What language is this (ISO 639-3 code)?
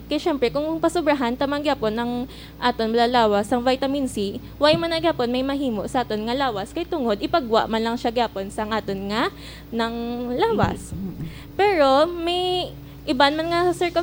hil